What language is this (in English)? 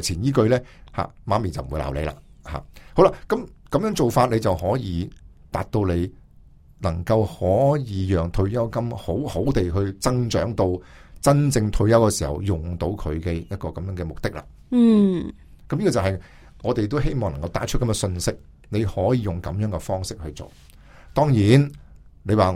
Cantonese